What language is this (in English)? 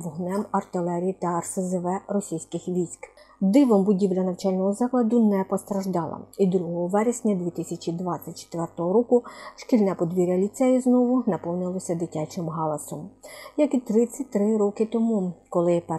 Ukrainian